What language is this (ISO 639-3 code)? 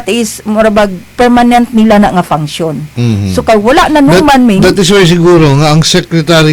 ceb